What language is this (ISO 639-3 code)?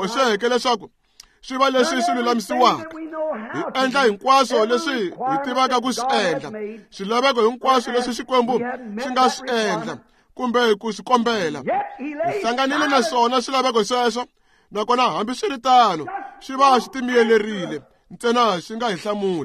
tso